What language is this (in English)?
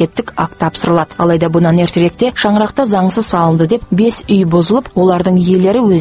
Kazakh